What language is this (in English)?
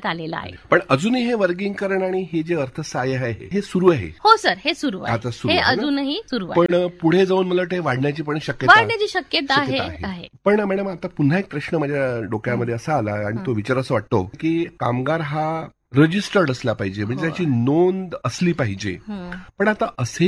Marathi